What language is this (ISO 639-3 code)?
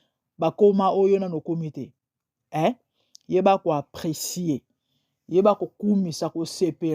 lin